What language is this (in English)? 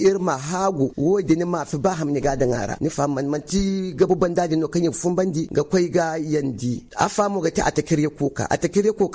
Zarma